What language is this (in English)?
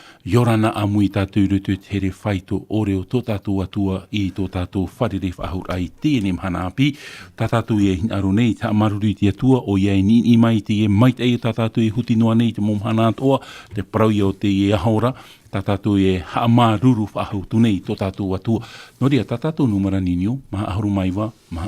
Tahitian